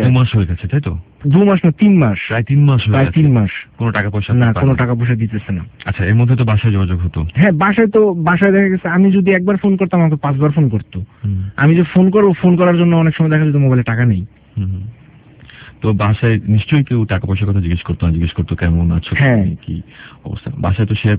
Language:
Bangla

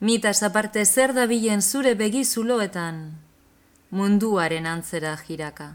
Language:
Basque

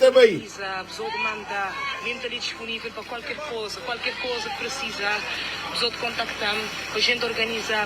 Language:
Kabuverdianu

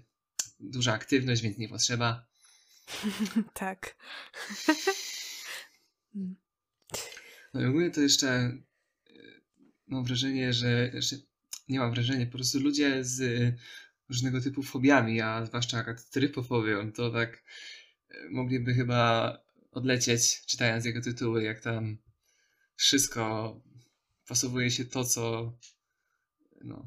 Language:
Polish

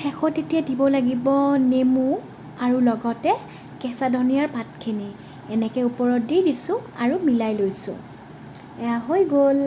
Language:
Assamese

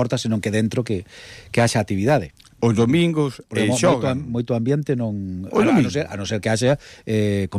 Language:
Galician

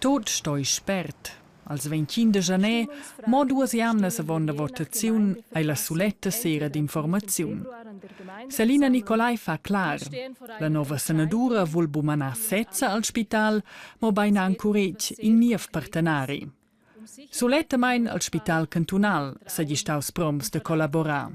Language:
Romansh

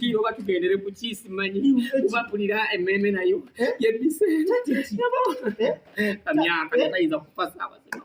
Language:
Ganda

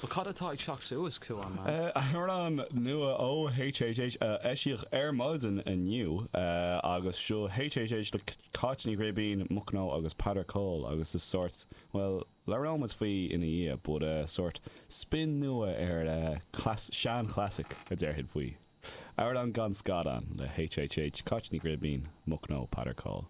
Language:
Irish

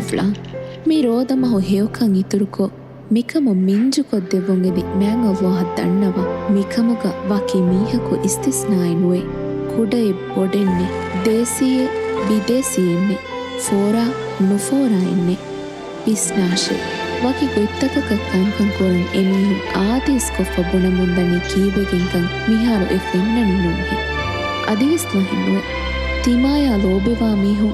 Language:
Divehi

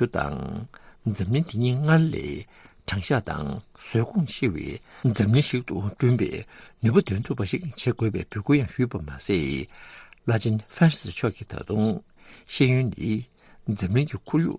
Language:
Tibetan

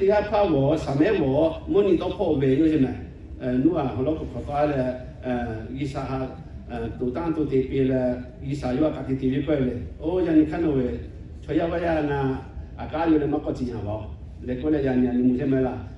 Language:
Lahu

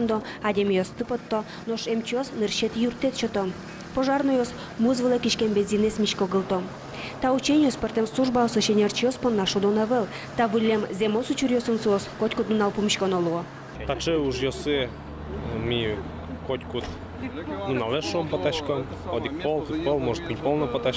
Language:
Udmurt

